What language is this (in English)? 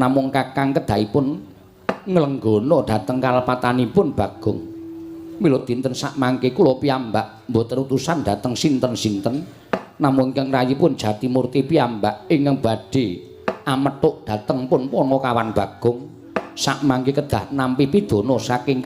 Javanese